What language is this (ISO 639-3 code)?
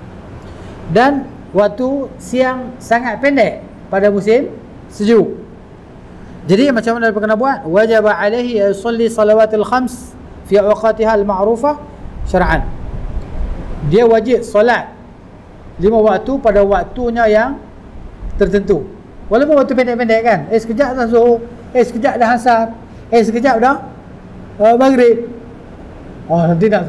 msa